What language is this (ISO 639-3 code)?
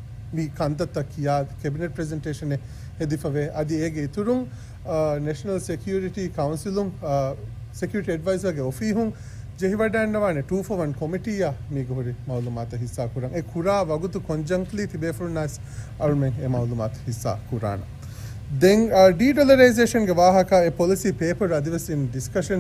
div